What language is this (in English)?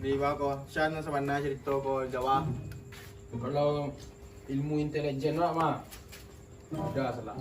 Minangkabau